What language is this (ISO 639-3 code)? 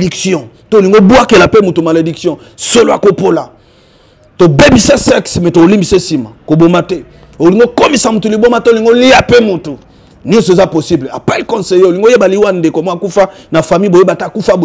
lin